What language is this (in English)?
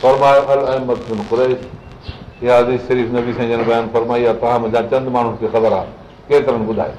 Sindhi